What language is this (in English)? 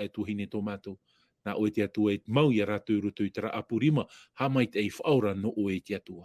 Tahitian